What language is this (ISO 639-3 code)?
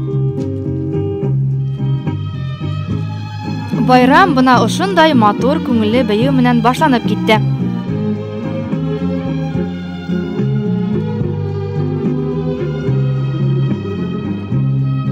bak